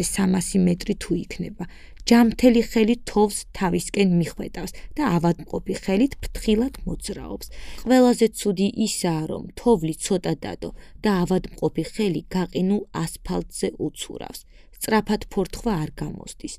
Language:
Georgian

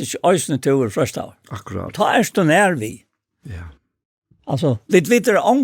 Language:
Faroese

